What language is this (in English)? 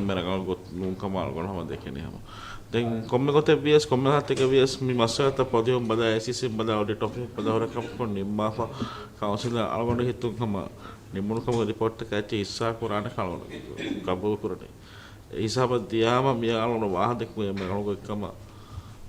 Divehi